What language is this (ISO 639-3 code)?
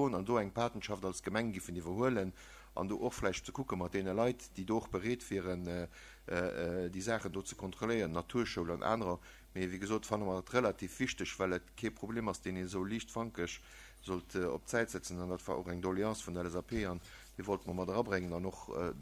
ltz